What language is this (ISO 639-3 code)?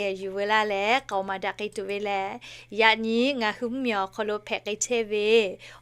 lhu